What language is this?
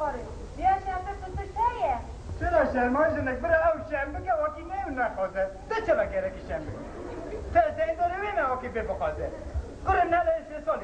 Kurdish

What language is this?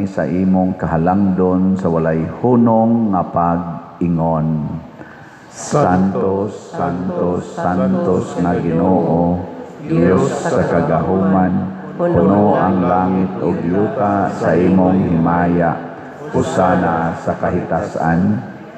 Cebuano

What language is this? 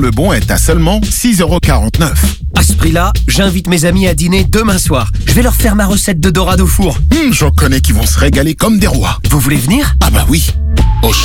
French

